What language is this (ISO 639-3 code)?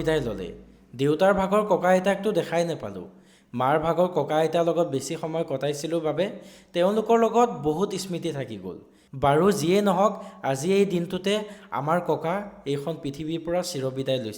asm